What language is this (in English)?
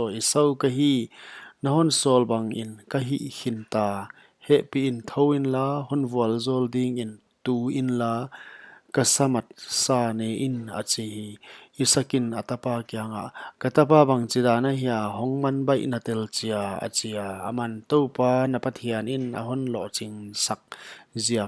Paite Chin